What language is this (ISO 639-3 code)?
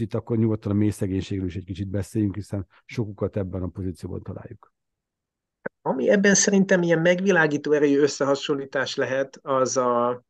hun